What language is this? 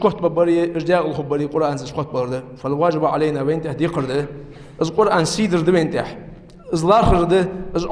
Ingush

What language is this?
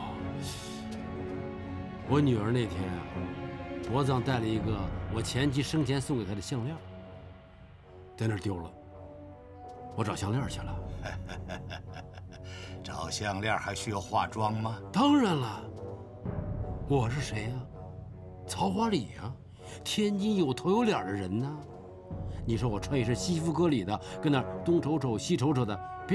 Chinese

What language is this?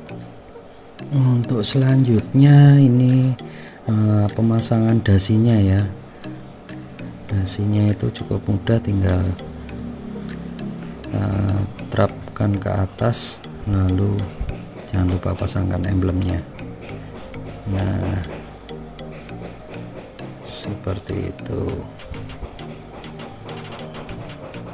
Indonesian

